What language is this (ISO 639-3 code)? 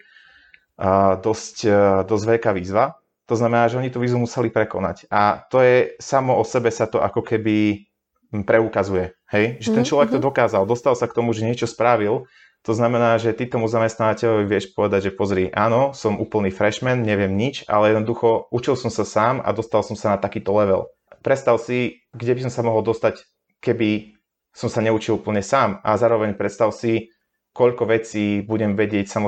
slk